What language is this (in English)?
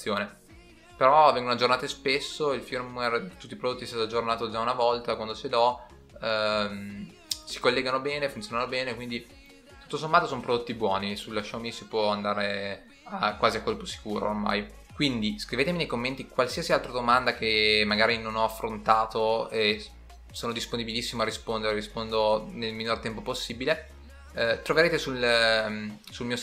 Italian